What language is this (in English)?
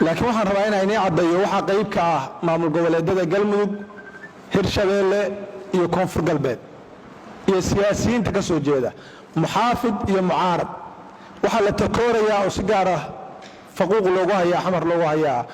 Somali